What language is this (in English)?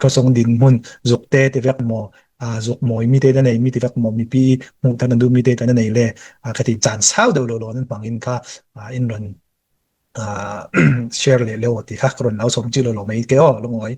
Falam Chin